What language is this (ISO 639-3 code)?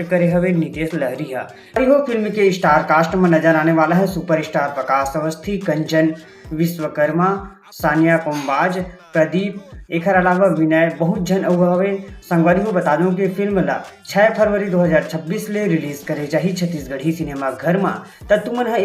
hne